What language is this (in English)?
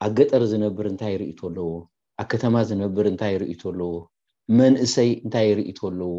Tigrinya